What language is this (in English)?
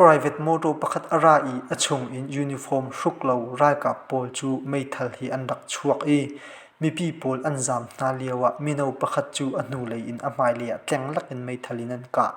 Hakha Chin